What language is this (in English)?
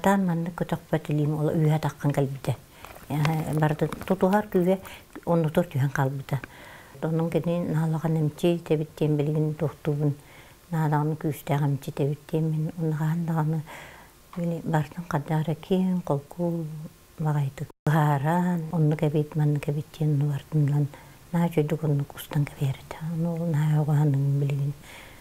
Yakut